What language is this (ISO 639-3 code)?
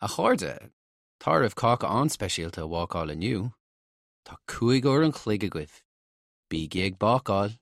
gle